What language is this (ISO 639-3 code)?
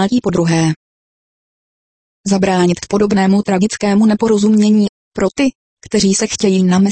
ces